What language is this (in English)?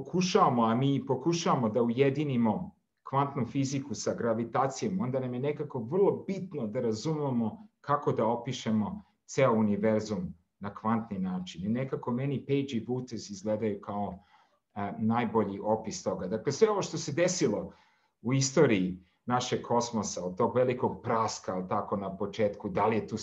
Serbian